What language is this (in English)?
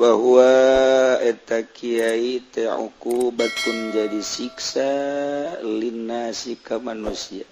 Sundanese